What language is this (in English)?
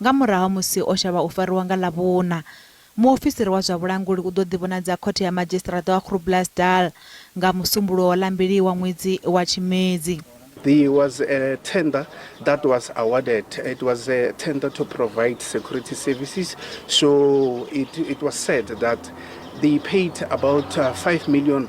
Venda